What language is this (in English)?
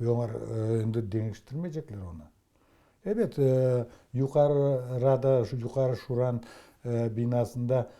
Crimean Tatar